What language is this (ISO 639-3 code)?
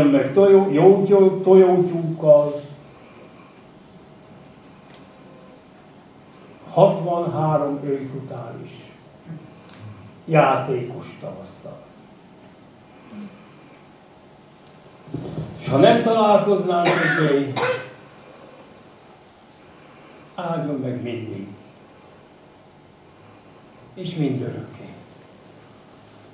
hun